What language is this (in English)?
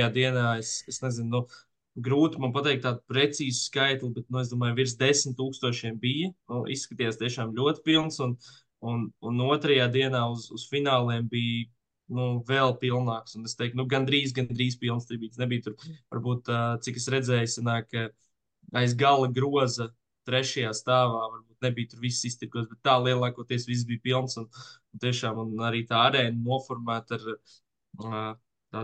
Latvian